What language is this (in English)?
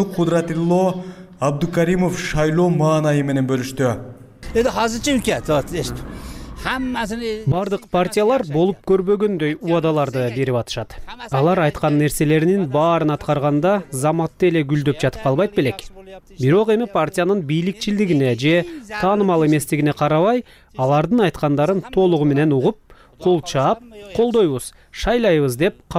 Kyrgyz